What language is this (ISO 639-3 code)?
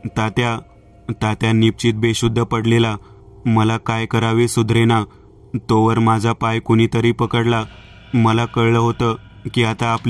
mar